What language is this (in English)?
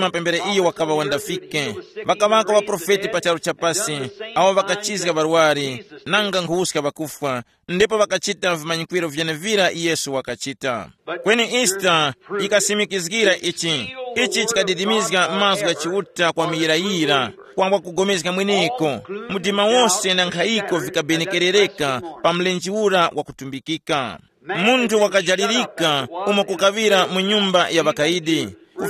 Tumbuka